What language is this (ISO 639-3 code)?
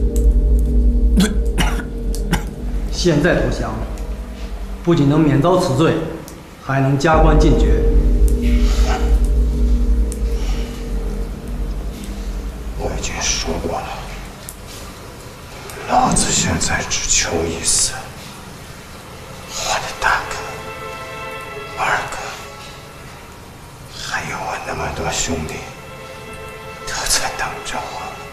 zho